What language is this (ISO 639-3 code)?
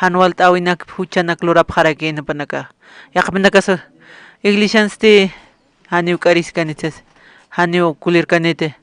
aym